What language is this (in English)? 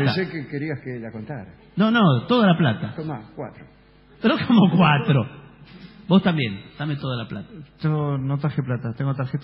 Spanish